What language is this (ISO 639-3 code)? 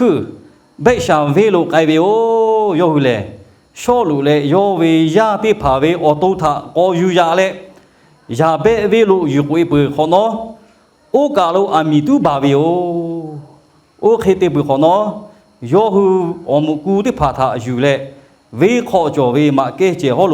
lhu